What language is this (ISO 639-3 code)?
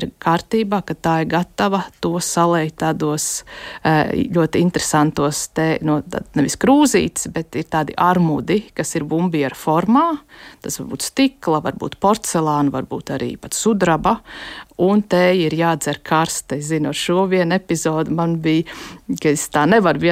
lav